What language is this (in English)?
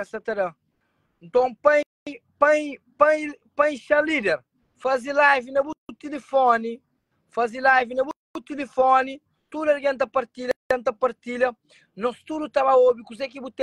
Kabuverdianu